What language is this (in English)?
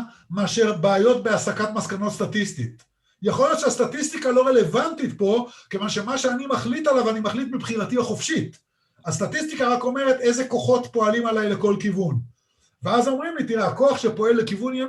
Hebrew